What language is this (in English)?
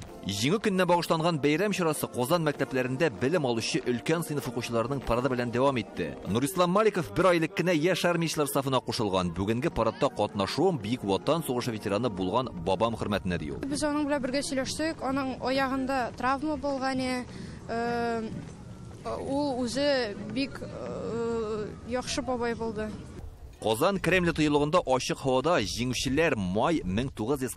Tatar